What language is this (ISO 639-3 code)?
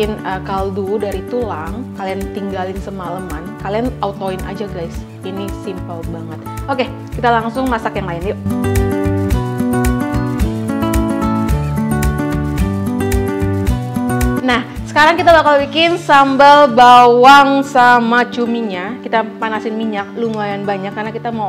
ind